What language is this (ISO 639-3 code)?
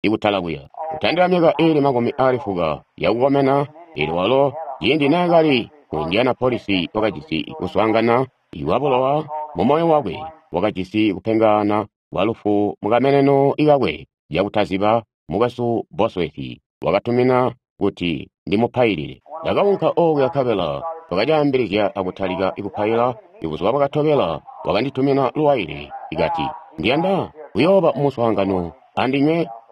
toi